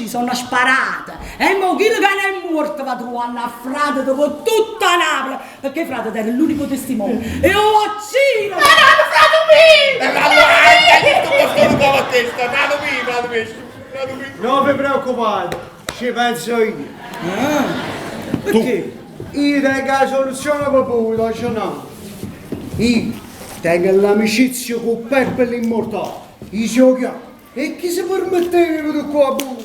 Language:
Neapolitan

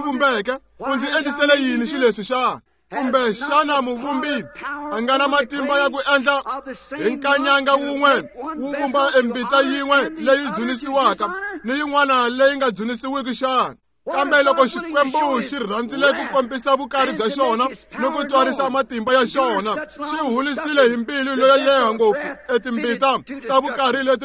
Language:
Tsonga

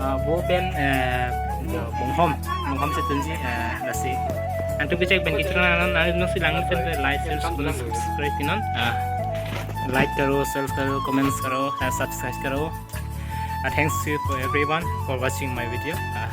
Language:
Karbi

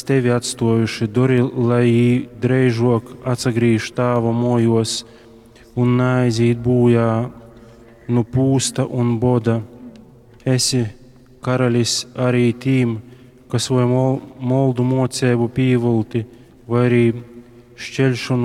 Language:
Latgalian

